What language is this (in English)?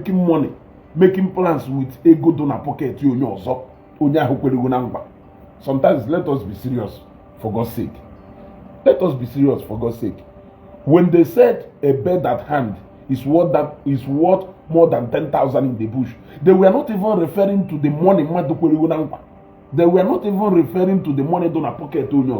Igbo